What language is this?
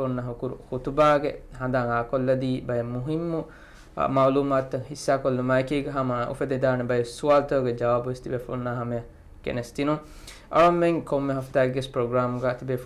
Divehi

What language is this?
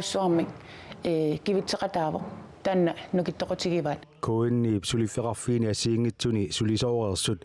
Kalaallisut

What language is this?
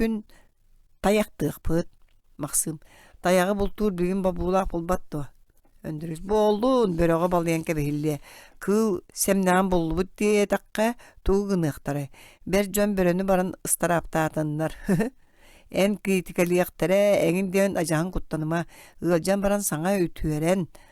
Yakut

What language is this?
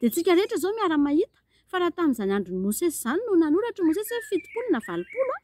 Malagasy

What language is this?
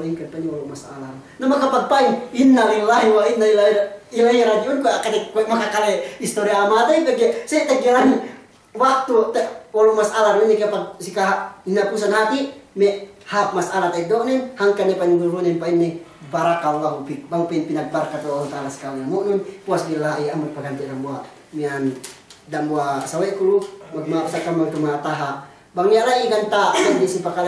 Yakan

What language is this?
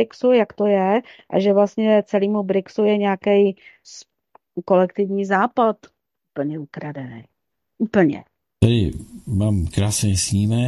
Czech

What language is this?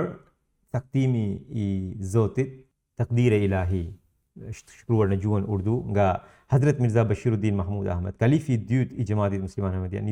Albanian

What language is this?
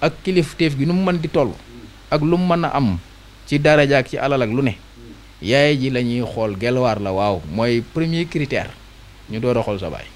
Wolof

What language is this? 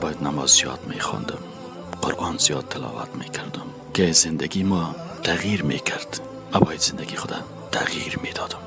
Persian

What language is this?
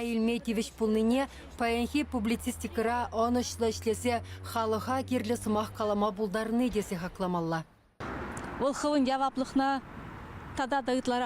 Chuvash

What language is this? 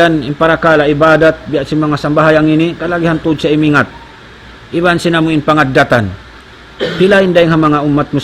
Tausug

